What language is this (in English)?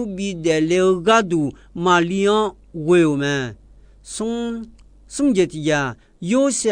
Akha